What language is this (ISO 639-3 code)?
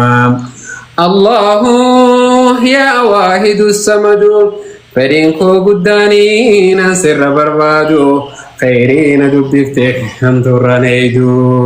orm